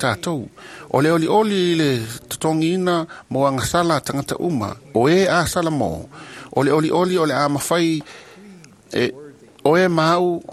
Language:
Samoan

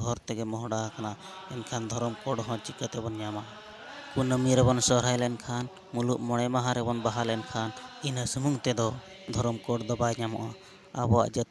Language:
Santali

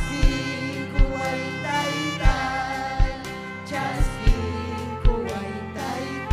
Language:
Ayacucho Quechua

